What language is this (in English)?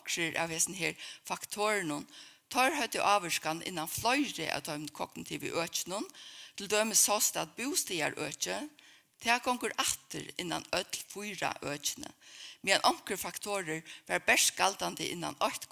Faroese